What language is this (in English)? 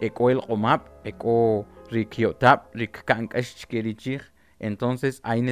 Kʼicheʼ